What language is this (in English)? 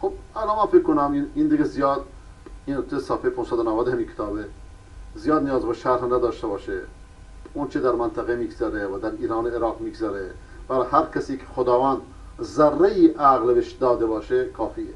Persian